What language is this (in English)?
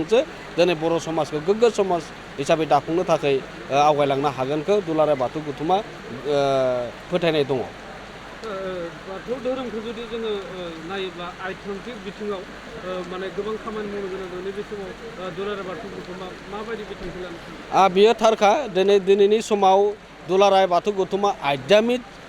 Bodo